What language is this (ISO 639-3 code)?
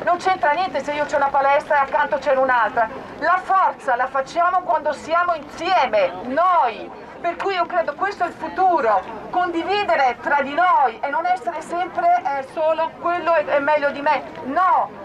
ita